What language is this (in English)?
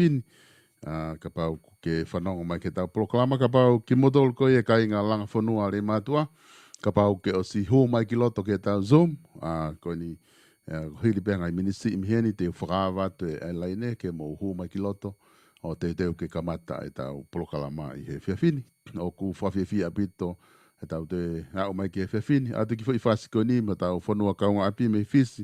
Tongan